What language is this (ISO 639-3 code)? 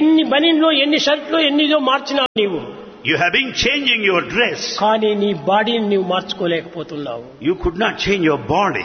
tel